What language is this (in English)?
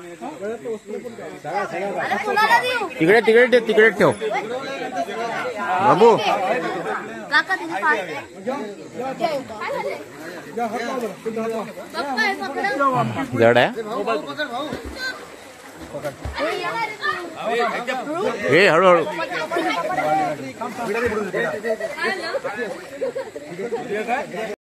Marathi